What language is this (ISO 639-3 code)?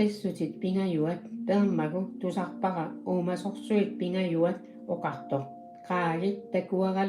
kal